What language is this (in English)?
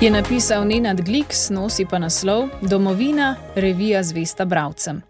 Slovenian